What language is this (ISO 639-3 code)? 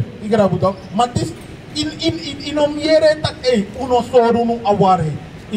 srn